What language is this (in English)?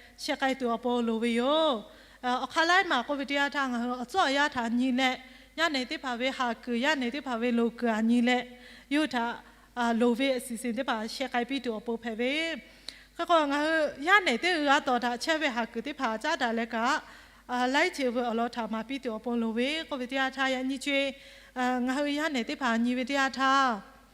Lahu